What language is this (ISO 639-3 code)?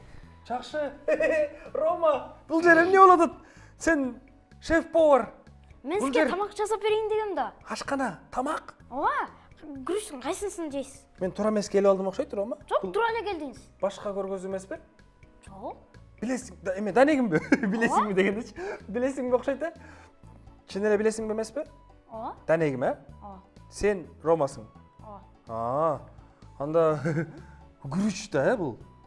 kir